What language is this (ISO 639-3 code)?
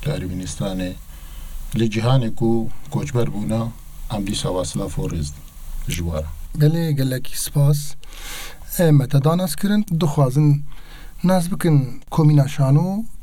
kur